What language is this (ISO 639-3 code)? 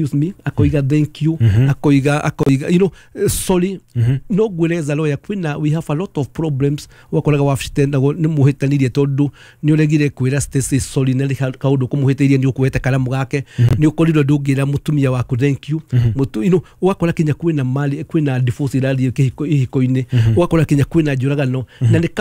kik